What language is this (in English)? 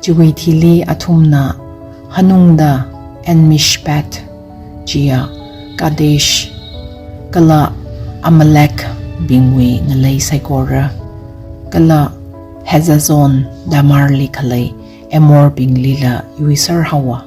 Tangkhul Naga (India)